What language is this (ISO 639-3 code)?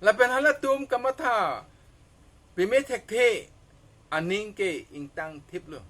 mjw